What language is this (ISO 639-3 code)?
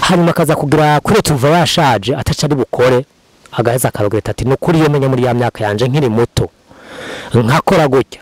run